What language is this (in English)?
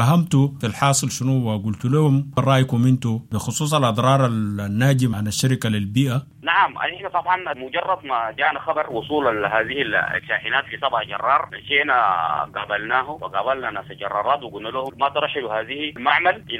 Sudanese Arabic